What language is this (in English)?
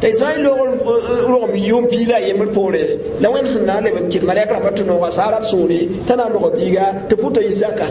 Mossi